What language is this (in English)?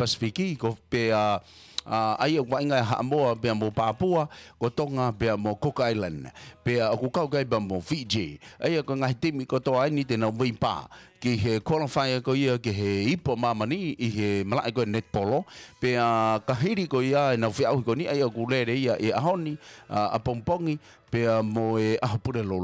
Tongan